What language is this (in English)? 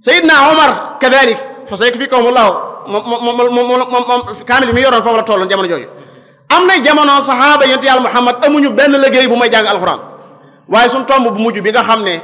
Wolof